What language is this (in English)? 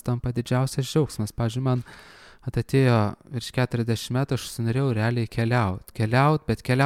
Lithuanian